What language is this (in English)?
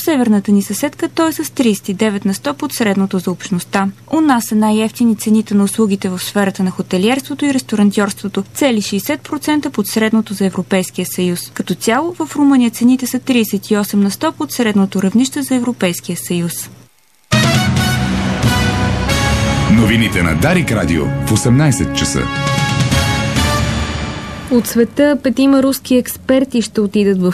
Bulgarian